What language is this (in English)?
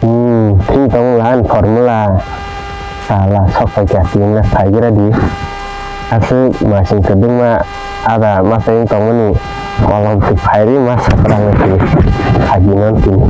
Kok Borok